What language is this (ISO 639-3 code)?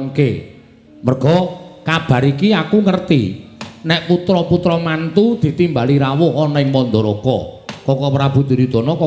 jav